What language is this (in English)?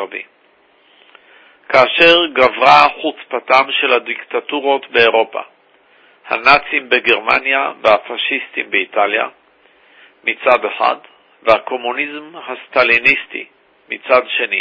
Hebrew